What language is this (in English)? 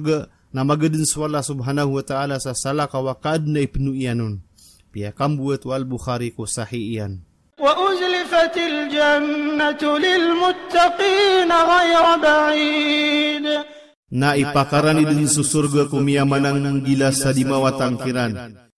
Maranao